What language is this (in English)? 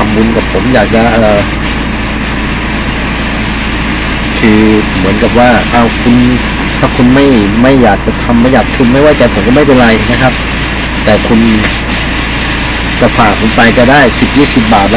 Thai